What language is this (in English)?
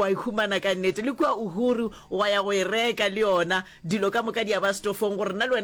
Northern Sotho